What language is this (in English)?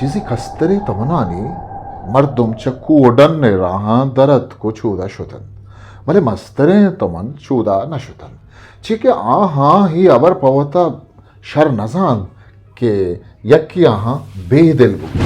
Eastern Balochi